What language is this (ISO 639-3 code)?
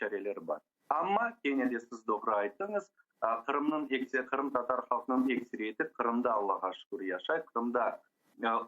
crh